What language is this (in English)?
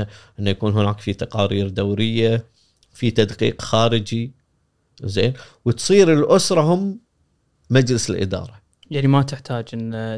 Gulf Arabic